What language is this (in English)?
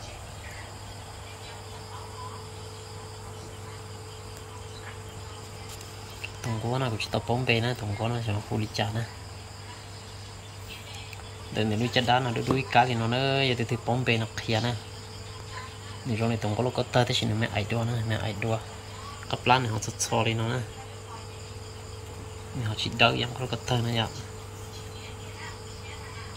Vietnamese